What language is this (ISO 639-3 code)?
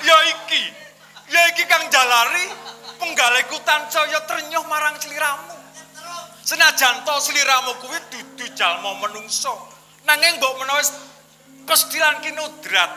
jav